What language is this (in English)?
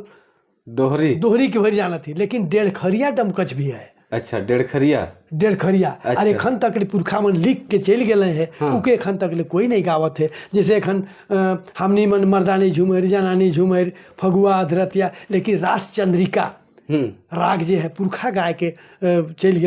Sadri